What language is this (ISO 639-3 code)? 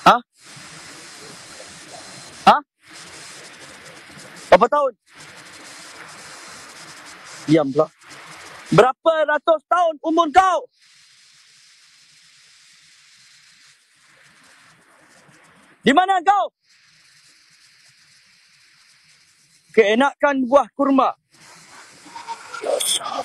msa